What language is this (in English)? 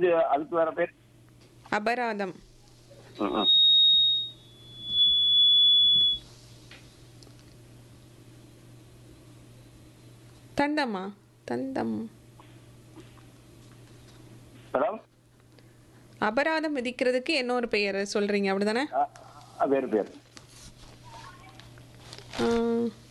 Tamil